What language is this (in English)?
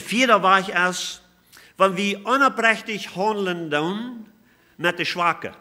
Plautdietsch